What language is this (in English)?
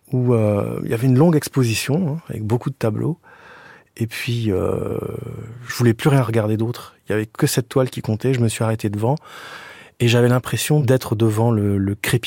French